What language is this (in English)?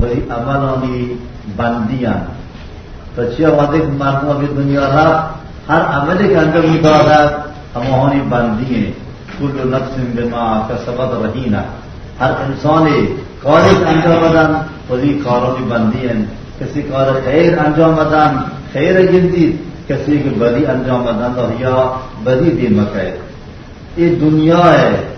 Baluchi